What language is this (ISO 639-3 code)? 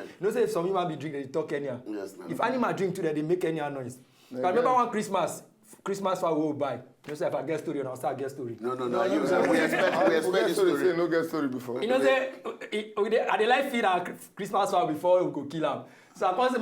pcm